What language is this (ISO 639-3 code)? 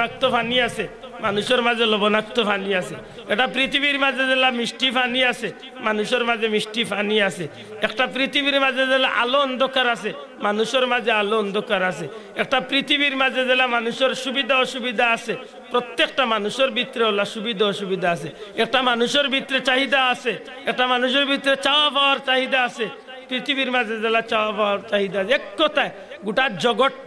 syl